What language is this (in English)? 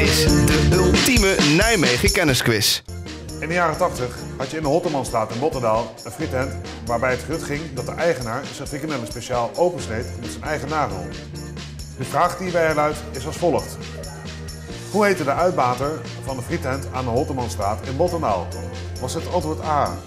Dutch